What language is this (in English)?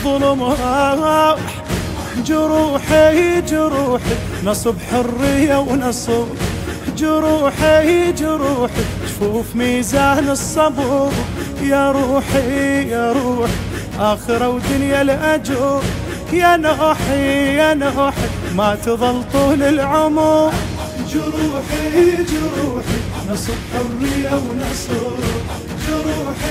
Arabic